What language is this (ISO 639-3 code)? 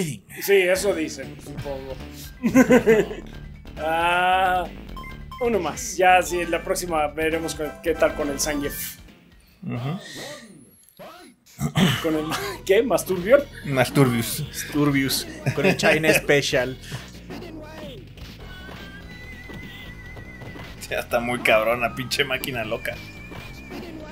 spa